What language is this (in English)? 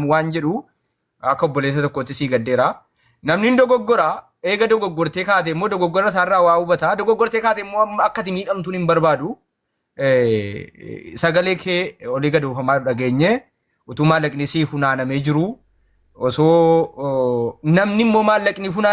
Oromo